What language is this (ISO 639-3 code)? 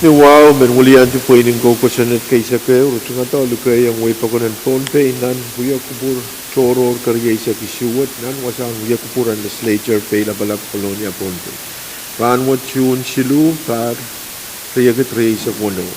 pon